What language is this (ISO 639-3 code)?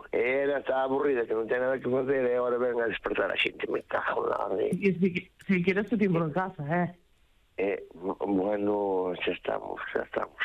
glg